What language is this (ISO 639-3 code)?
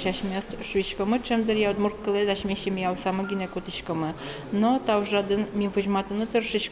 udm